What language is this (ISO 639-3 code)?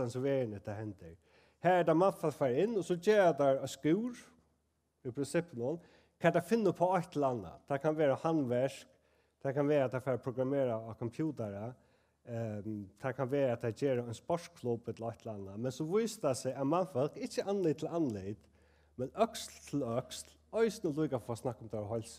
fao